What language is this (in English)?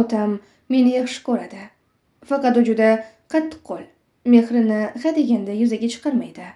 Uzbek